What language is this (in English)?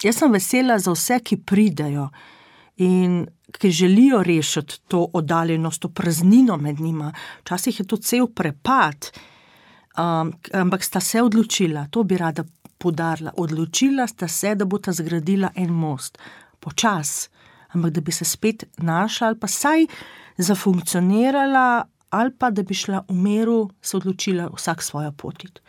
Slovenian